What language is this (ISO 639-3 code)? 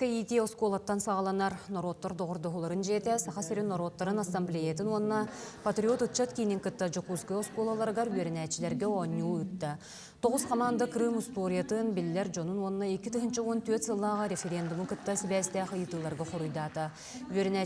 sah